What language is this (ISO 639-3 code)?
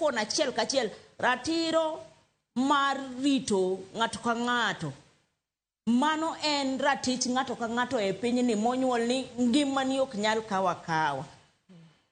luo